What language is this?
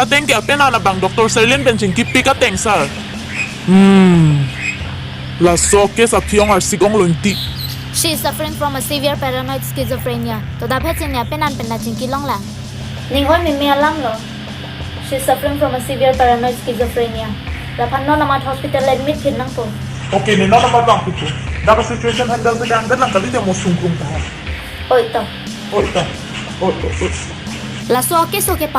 Karbi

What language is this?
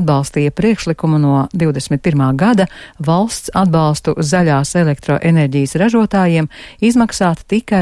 Latvian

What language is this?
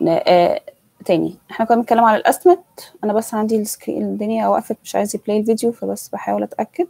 Egyptian Arabic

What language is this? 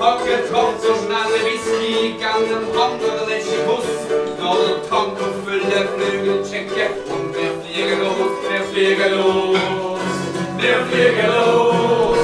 Swiss German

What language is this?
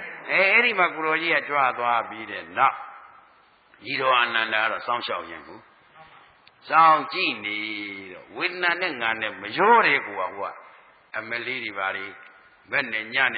Burmese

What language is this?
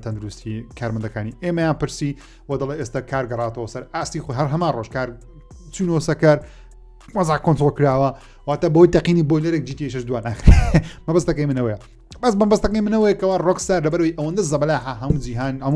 Central Kurdish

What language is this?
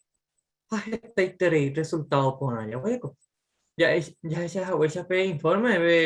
Guarani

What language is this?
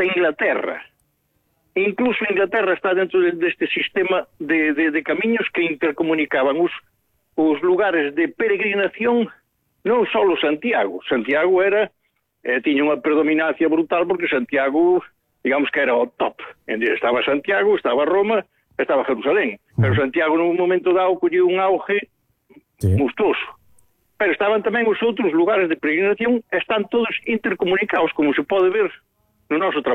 Galician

